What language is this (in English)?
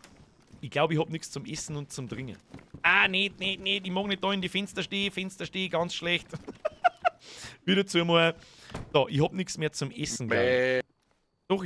Bavarian